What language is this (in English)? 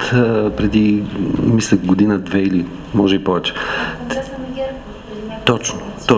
Bulgarian